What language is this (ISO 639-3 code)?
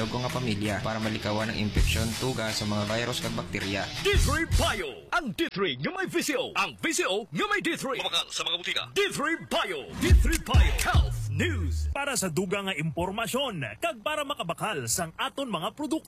hil